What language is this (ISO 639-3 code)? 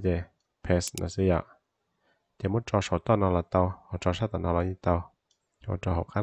hmn